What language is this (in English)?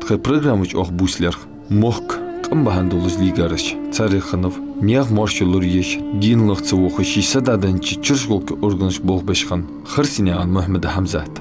Ingush